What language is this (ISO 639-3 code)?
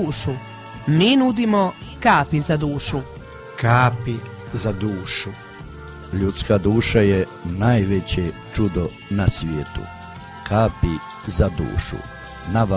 hrv